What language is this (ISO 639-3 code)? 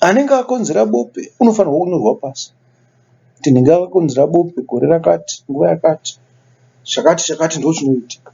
sna